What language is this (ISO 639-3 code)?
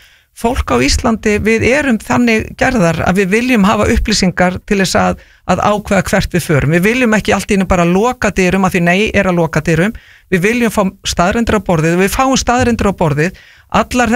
isl